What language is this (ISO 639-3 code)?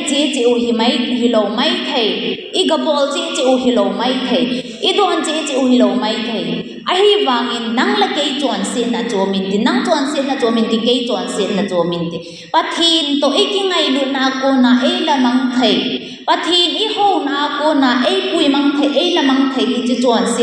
tcz